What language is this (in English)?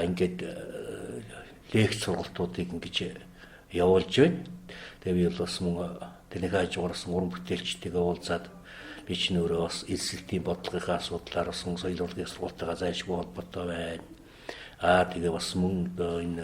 Mongolian